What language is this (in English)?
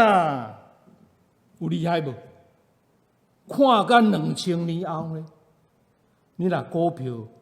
Min Nan Chinese